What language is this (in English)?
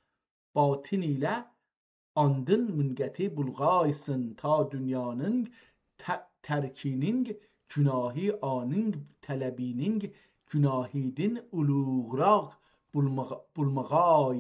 South Azerbaijani